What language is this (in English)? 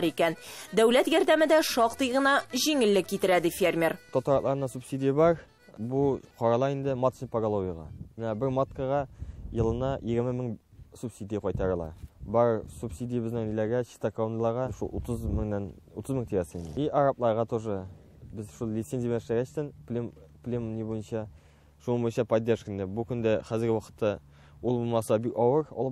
Tatar